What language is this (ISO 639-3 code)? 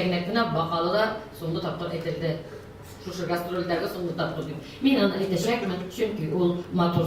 tat